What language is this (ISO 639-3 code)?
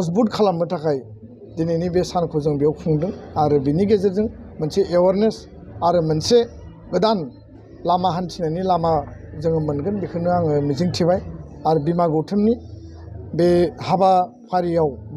brx